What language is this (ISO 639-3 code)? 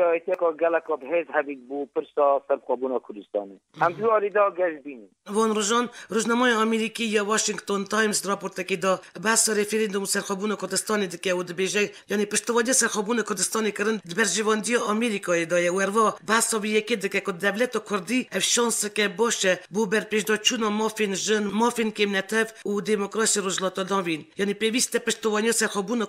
kur